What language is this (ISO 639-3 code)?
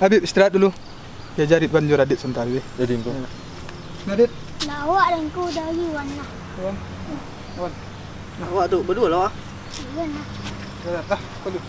min